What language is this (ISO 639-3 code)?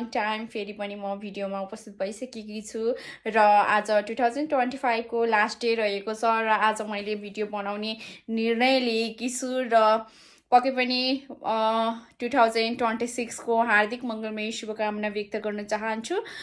nep